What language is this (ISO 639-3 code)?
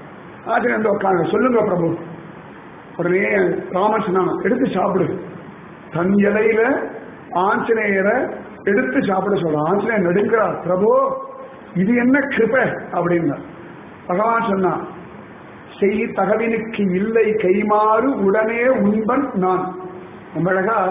tam